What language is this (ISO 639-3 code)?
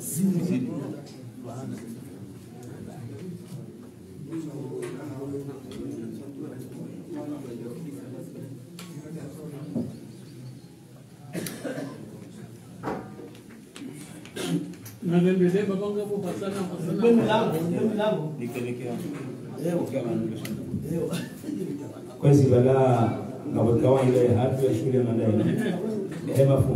swa